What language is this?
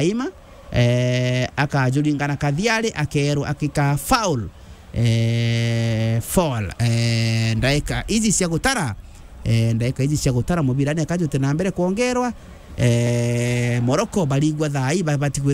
Meru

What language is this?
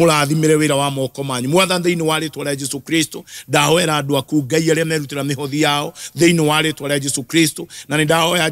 Kikuyu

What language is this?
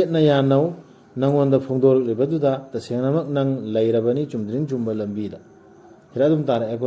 Manipuri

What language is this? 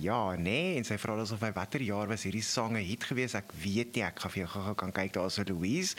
Afrikaans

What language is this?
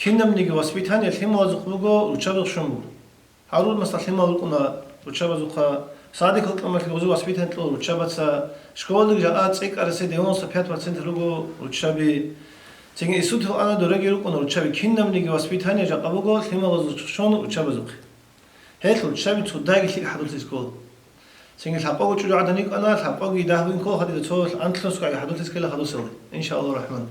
Avaric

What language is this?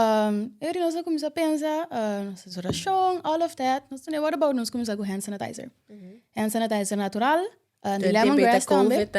Papiamento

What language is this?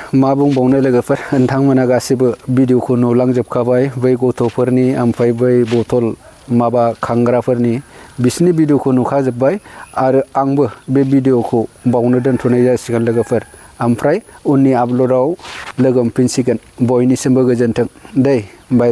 Bodo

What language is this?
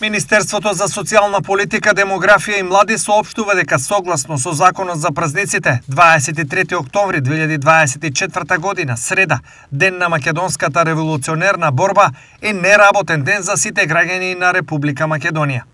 Macedonian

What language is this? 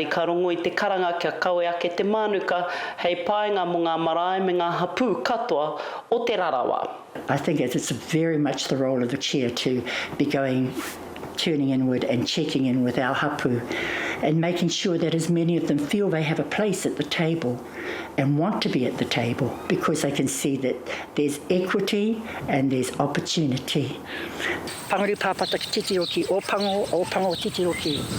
Māori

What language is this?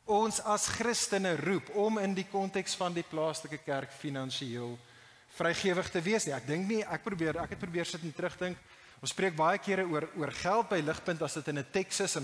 Afrikaans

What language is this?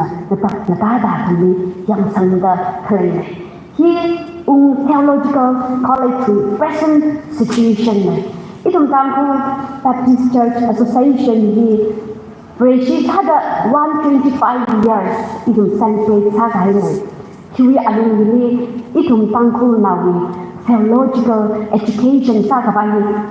Tangkhul Naga (India)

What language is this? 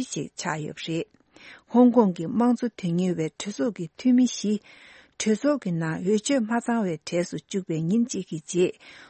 Tibetan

